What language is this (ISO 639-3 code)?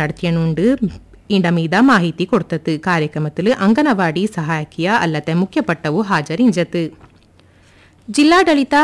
kan